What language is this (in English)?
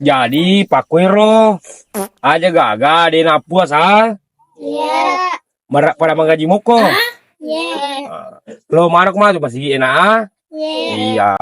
Buginese